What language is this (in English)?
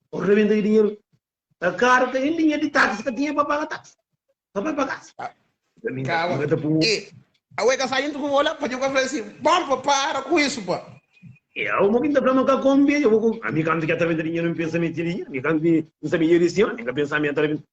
Kabuverdianu